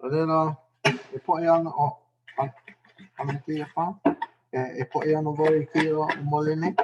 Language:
Hawaiian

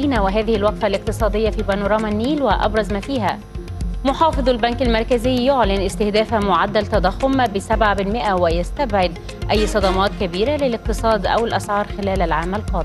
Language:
Arabic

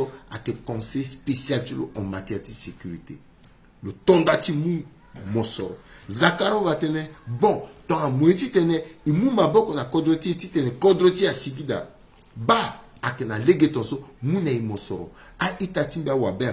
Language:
Sango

